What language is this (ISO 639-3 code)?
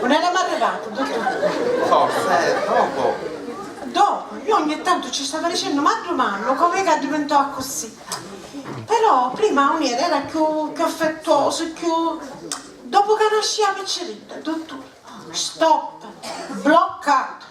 scn